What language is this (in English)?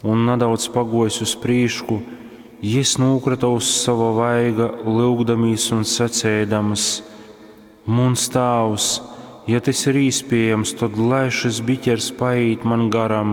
Latgalian